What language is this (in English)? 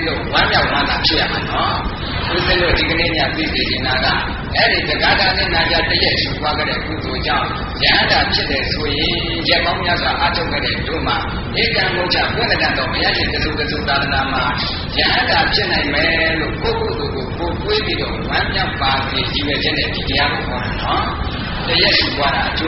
Burmese